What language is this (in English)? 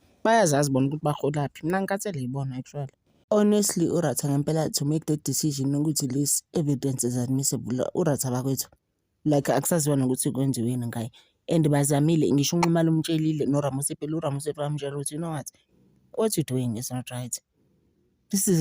Zulu